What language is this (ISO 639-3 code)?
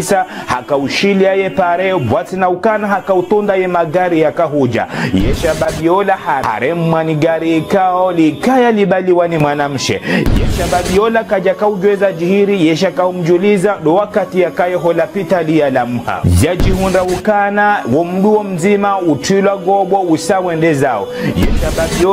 zdj